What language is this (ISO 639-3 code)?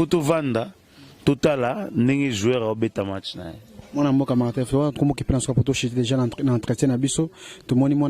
lin